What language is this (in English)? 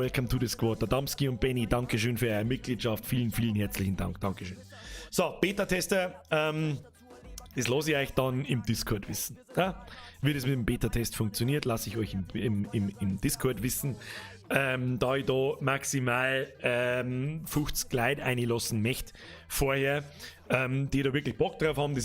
Bavarian